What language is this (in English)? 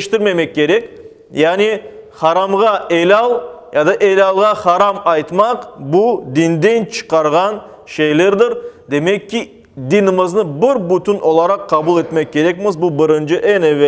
Crimean Tatar